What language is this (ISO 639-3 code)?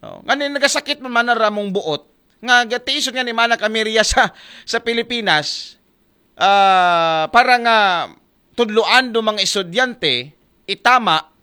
akl